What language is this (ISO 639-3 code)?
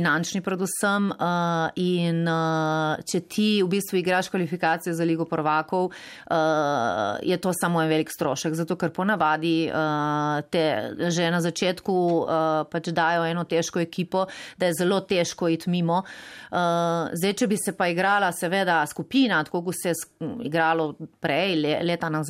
slv